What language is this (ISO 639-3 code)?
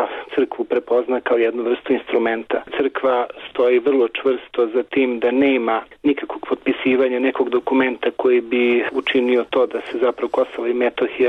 srp